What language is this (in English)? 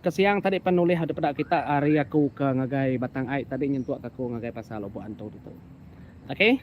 Iban